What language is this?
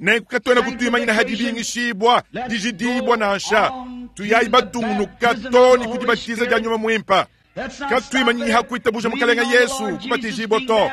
Luba-Lulua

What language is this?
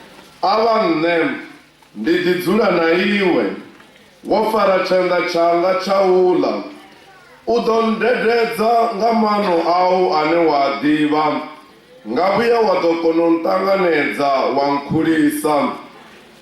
Venda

